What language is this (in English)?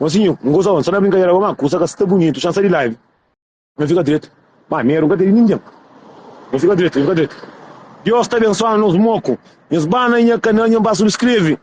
Kabuverdianu